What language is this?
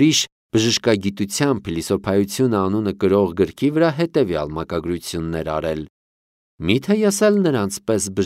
Armenian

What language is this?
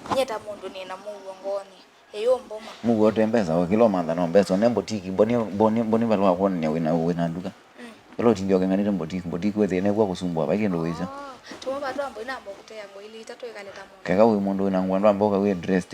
Kamba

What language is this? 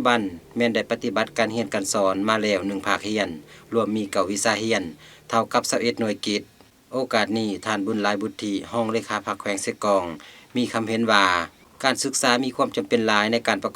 Lao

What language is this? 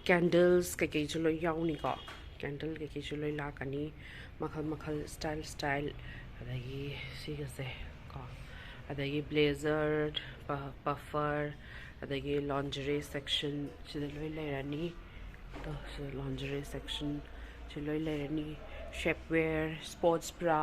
Manipuri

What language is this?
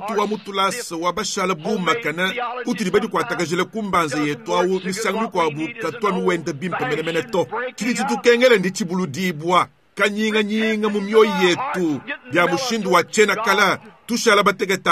Luba-Lulua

